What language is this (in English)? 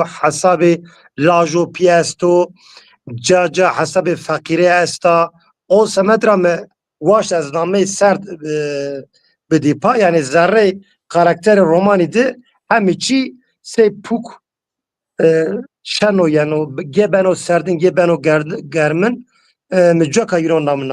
Zaza